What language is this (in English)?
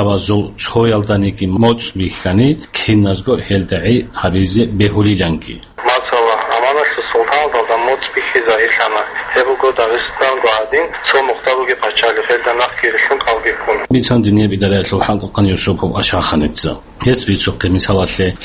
Avaric